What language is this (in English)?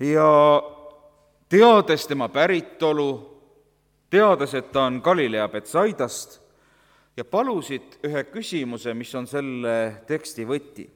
Estonian